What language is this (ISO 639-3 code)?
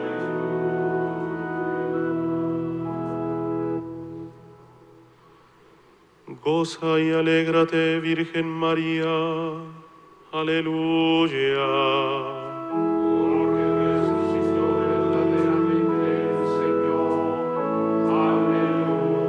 spa